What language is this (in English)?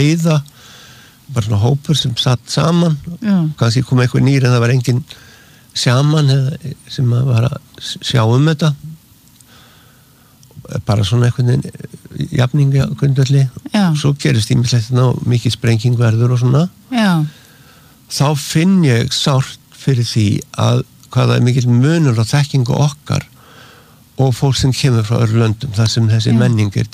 Icelandic